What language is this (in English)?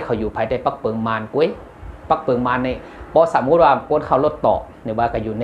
Shan